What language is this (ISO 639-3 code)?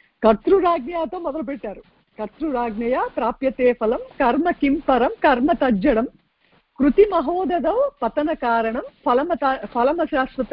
tel